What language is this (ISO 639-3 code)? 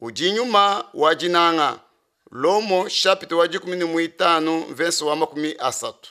lua